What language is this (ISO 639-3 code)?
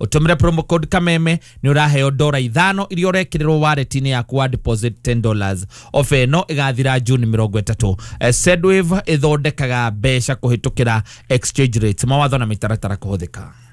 kik